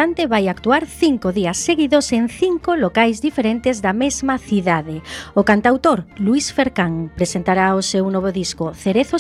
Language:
Galician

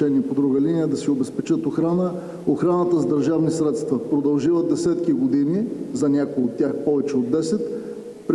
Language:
Bulgarian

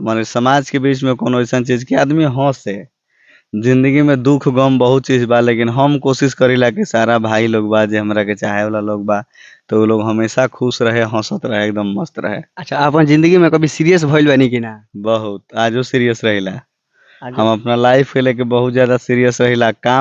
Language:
Bhojpuri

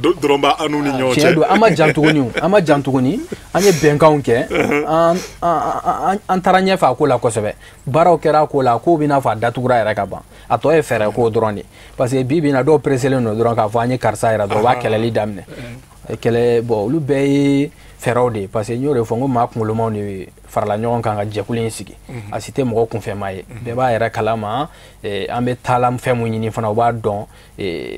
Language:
Bambara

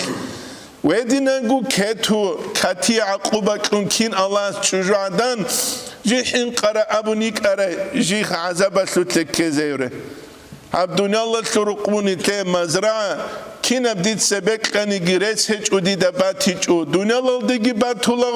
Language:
Avaric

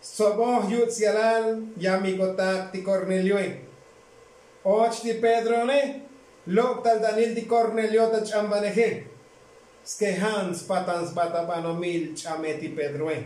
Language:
Tzotzil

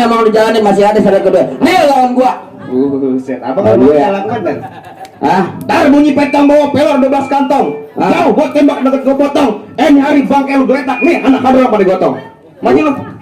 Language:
Betawi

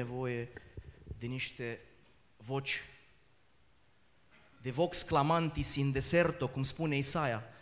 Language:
Romanian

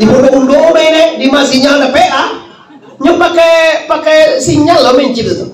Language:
Minangkabau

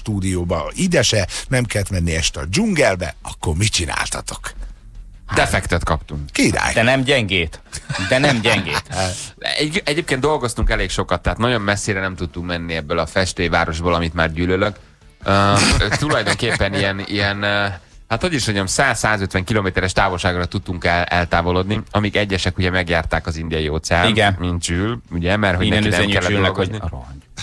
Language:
Hungarian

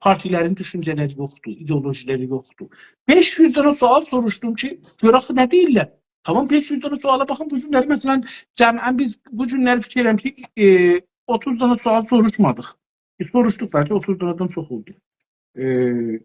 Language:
South Azerbaijani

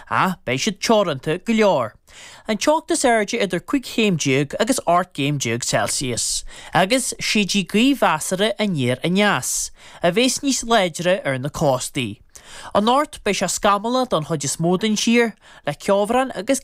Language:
Irish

